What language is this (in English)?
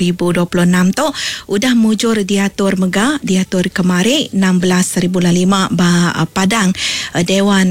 Iban